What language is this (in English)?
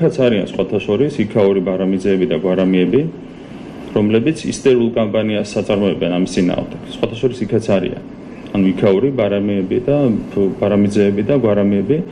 Georgian